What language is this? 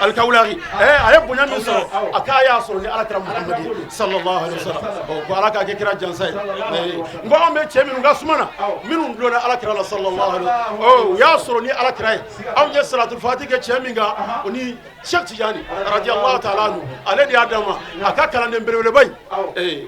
Bambara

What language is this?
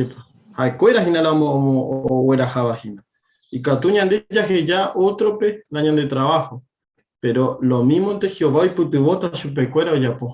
Guarani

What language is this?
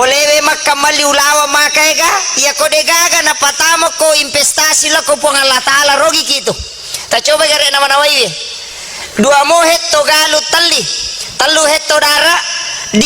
Buginese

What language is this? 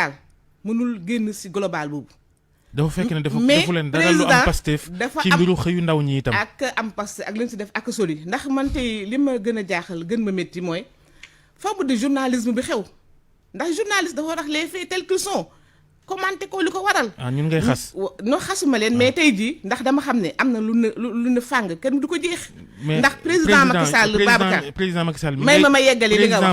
Wolof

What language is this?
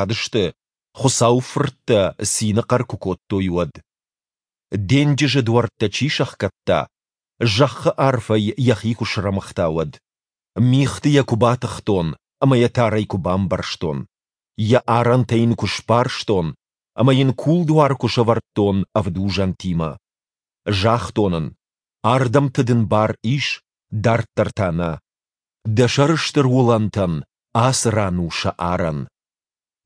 Ossetic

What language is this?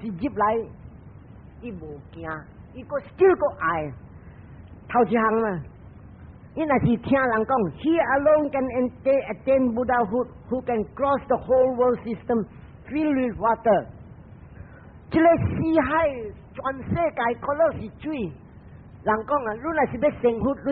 Min Nan Chinese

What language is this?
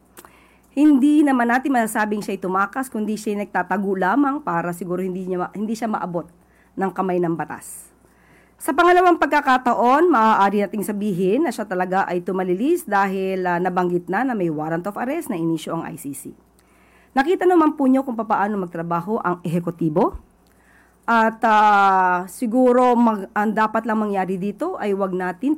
Filipino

